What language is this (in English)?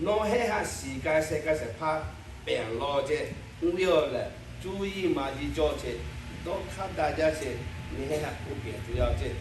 Lahu